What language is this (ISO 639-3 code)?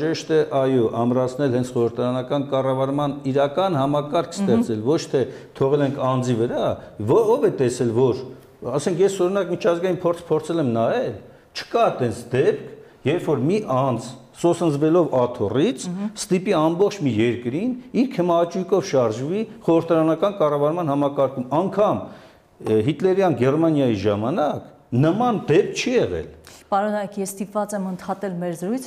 hye